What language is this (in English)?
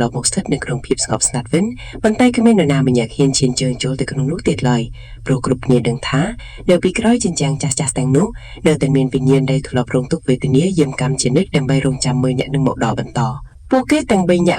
Khmer